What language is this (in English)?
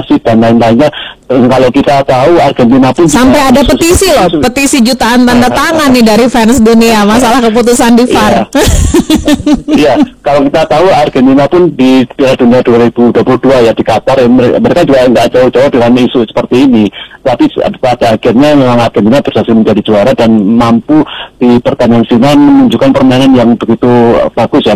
Indonesian